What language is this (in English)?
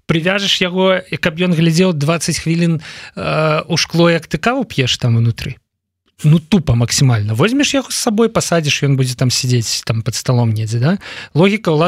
Belarusian